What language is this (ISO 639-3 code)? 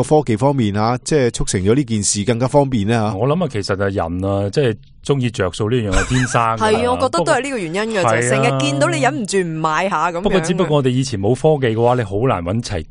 yue